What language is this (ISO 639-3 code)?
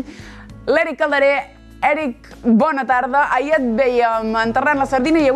cat